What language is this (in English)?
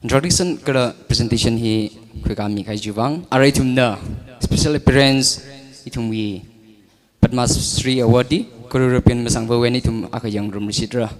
Tangkhul Naga (India)